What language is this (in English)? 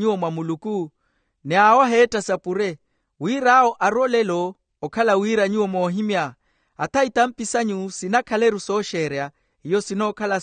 Makhuwa